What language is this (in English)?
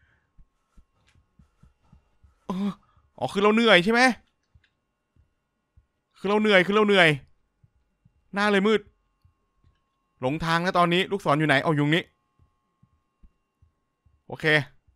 Thai